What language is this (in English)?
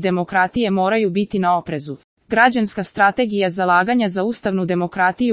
Serbian